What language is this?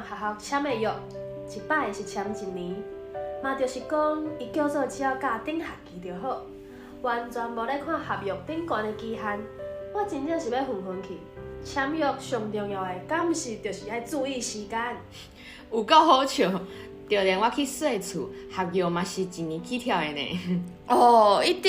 Min Nan Chinese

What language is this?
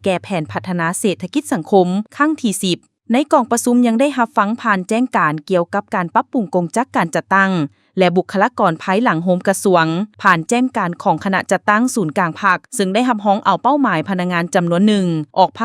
Lao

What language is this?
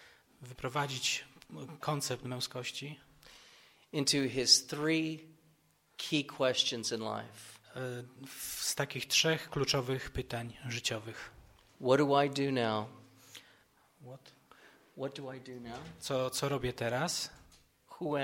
Polish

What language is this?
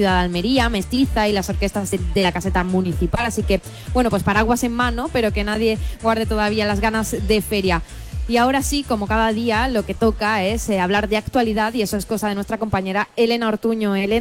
Spanish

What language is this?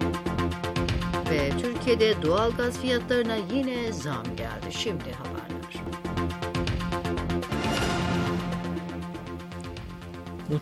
Turkish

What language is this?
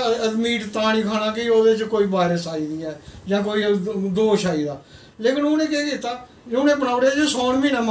Dogri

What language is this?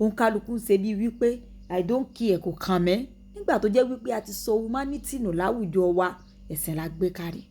Yoruba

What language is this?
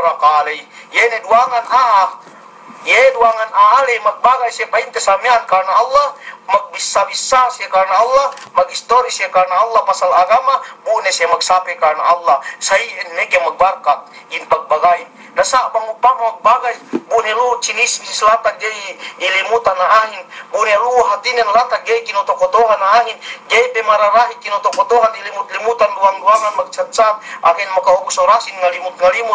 Yakan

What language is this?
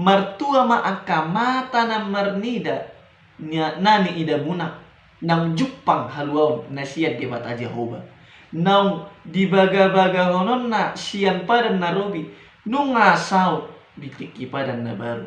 Batak Toba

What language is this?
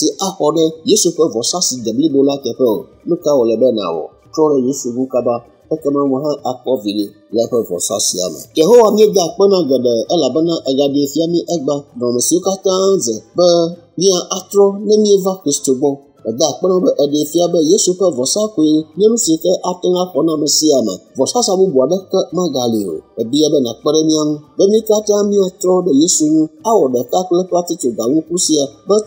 Ewe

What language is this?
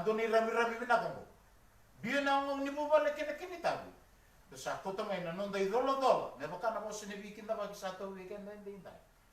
Fijian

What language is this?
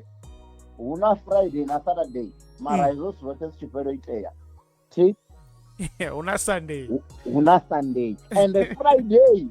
Venda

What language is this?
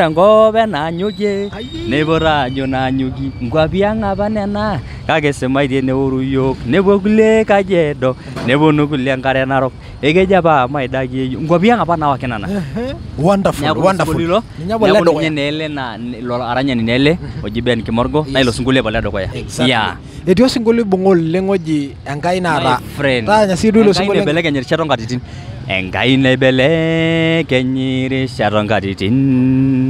Masai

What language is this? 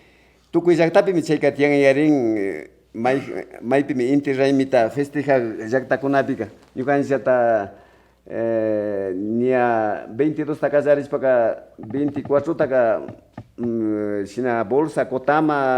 Imbabura Highland Quichua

